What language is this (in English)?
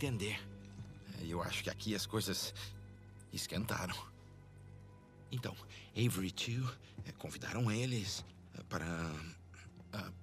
Portuguese